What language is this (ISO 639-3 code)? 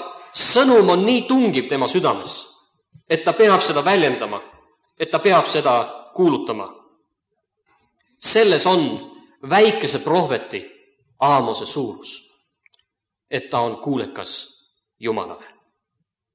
est